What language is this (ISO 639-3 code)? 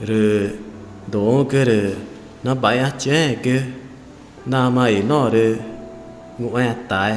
tca